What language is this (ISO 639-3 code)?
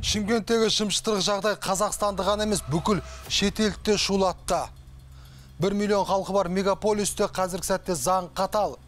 kaz